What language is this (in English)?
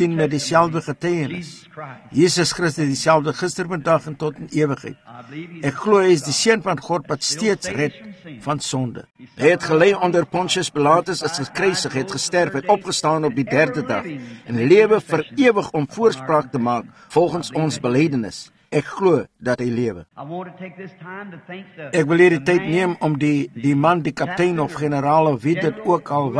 Afrikaans